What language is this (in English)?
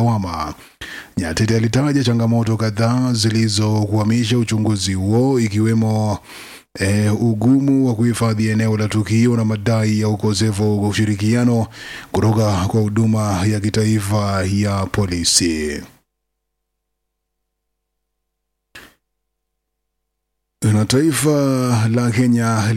Swahili